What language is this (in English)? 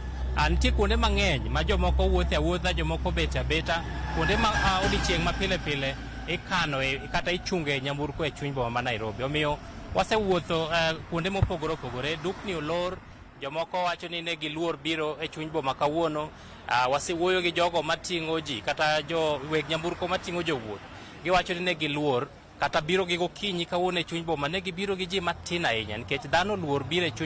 Luo (Kenya and Tanzania)